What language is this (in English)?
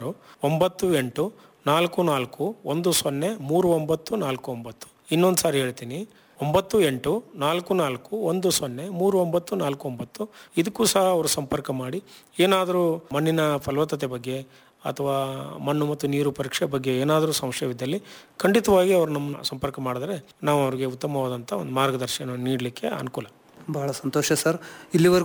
Kannada